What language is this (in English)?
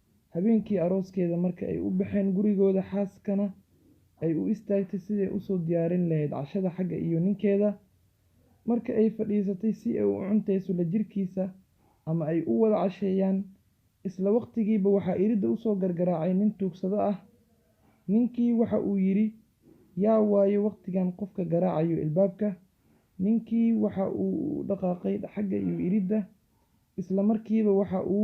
Somali